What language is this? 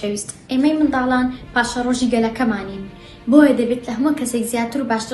Central Kurdish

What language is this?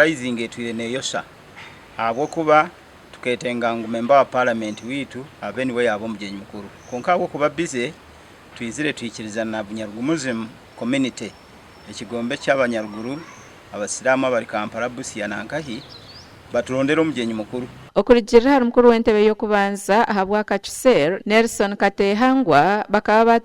Nyankole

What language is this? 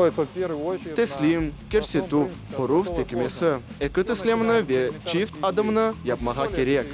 Crimean Tatar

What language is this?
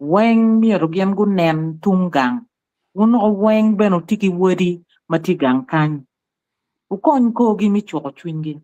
Acoli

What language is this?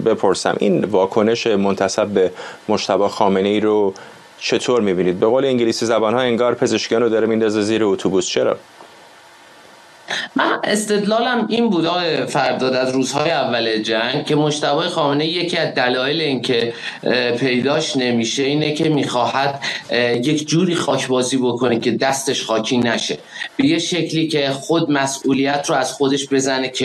Persian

